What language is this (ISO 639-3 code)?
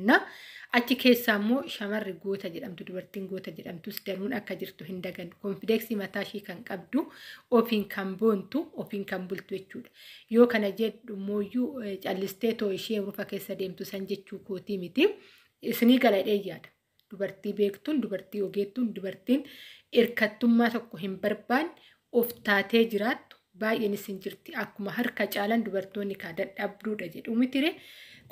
orm